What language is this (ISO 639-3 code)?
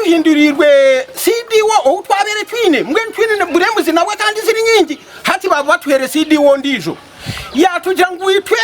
nyn